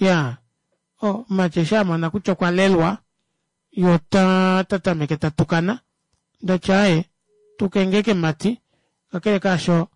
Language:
Kuanyama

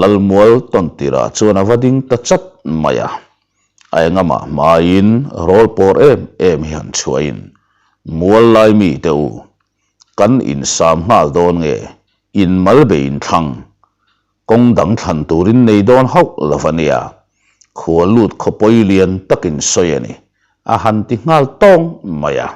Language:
Mizo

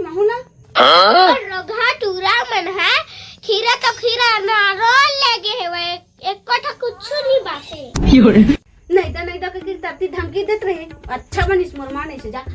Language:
Chhattisgarhi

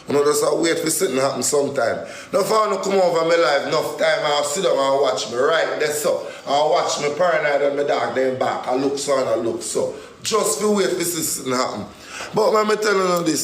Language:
Jamaican Creole English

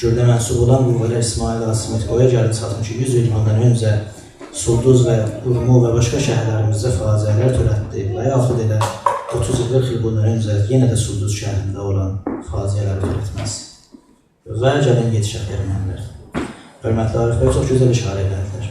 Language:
South Azerbaijani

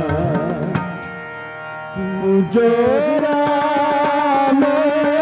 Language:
Hindi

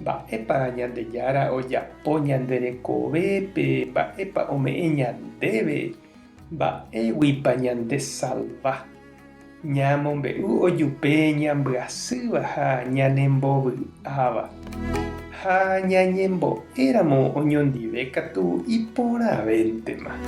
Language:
Guarani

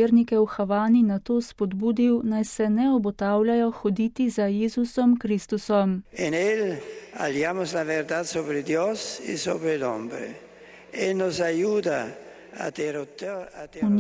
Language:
Slovenian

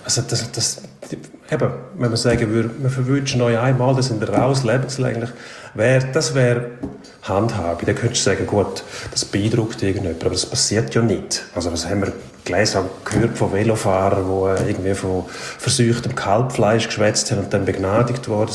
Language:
German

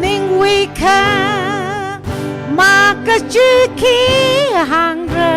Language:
Tangkhul Naga (India)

